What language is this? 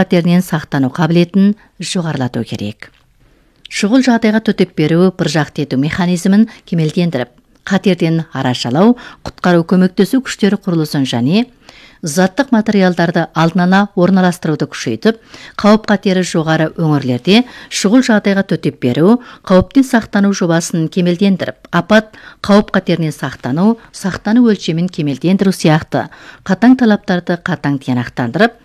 Kazakh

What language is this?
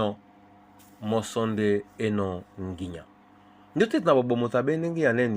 Duala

